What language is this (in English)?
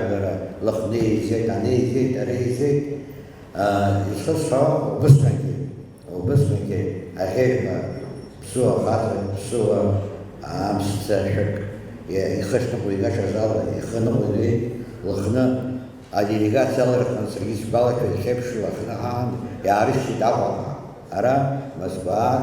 Abkhazian